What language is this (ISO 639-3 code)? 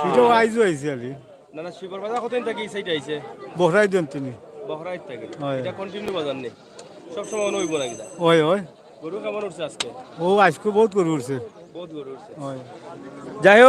syl